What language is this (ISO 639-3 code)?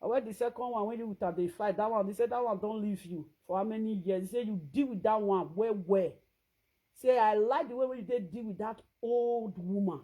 pcm